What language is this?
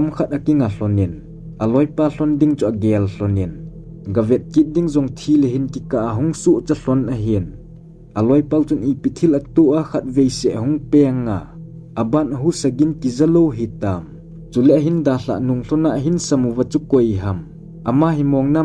Thado Chin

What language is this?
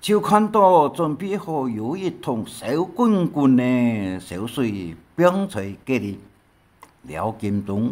Hakka Chinese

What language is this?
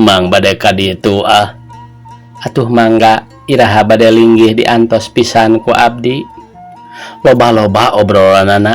Sundanese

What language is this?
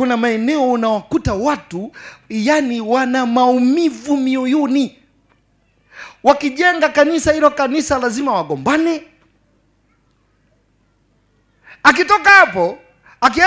Swahili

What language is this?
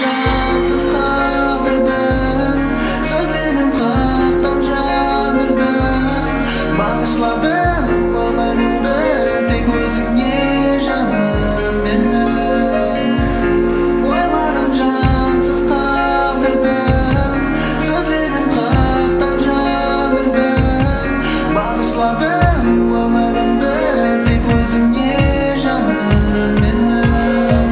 Kara-Kalpak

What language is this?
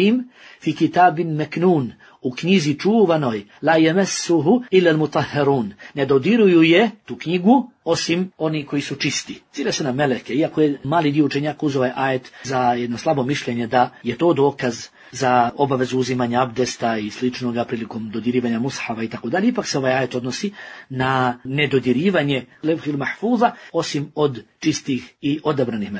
Bosnian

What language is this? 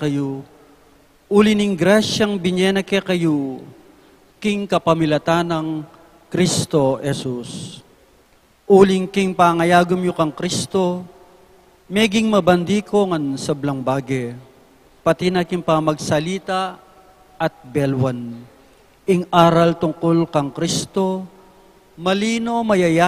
Pampanga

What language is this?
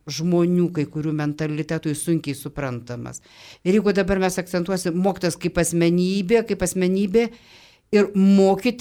Lithuanian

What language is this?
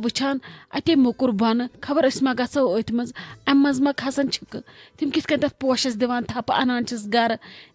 Kashmiri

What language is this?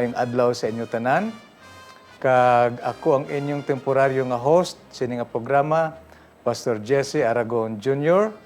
Hiligaynon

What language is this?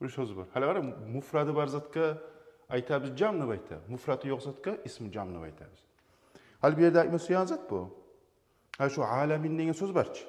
Kumyk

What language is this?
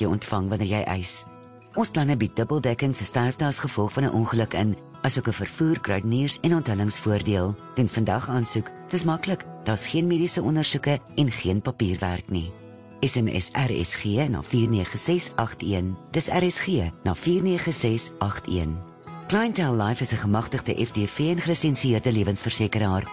Afrikaans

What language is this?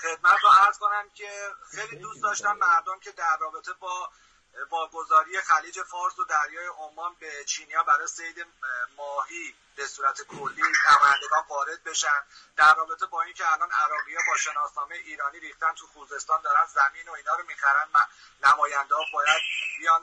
Persian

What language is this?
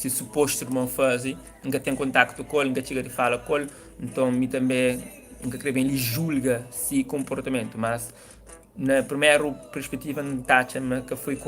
Kabuverdianu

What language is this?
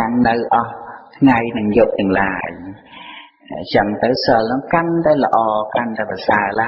Khmer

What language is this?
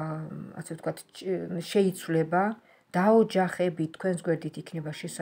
Georgian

